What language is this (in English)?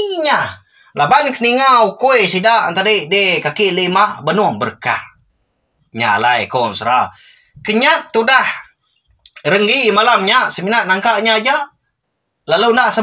Iban